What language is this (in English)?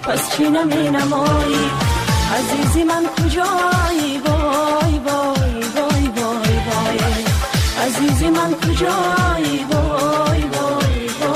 Persian